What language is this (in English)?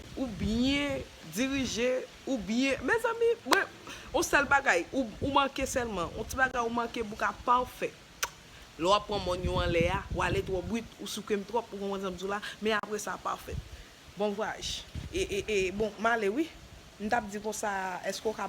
Haitian Creole